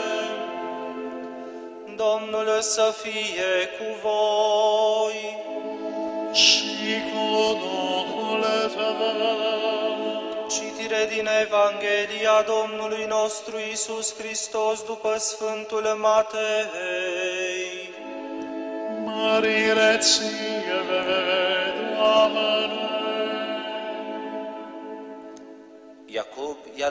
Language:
Romanian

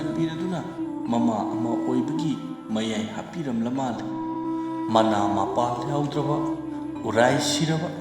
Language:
Manipuri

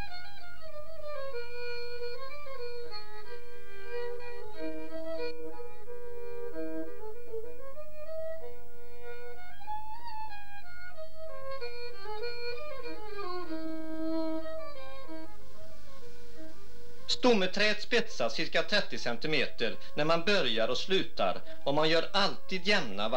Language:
Swedish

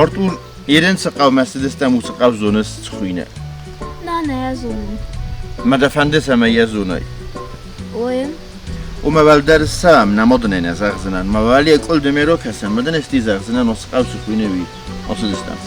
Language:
Ossetic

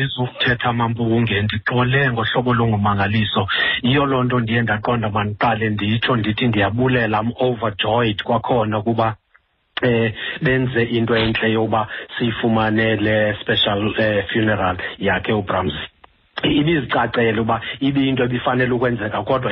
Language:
Xhosa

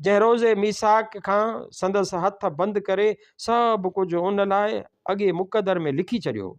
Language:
Sindhi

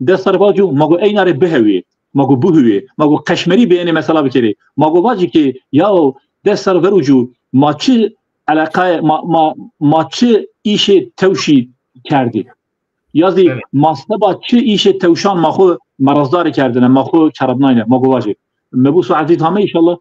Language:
Zaza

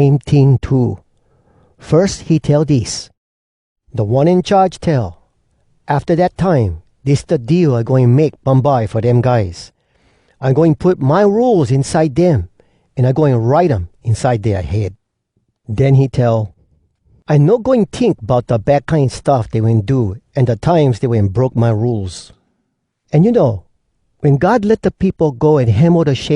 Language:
Hawai'i Creole English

